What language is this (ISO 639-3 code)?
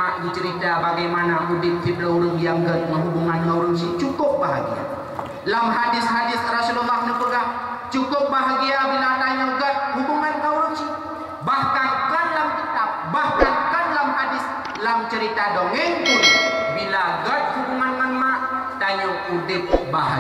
ace